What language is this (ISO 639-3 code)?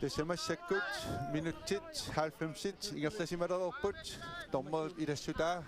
kal